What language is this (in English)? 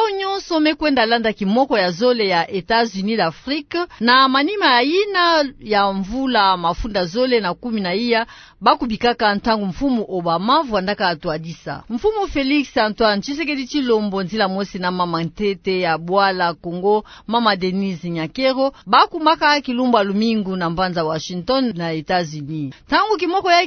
Kituba (Democratic Republic of Congo)